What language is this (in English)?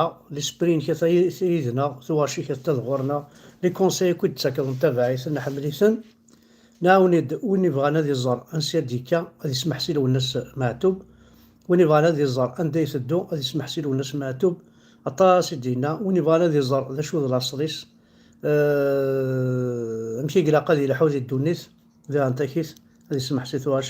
Kabyle